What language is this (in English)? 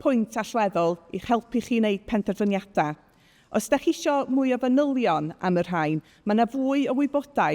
Welsh